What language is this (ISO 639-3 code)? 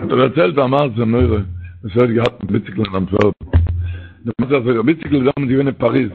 yid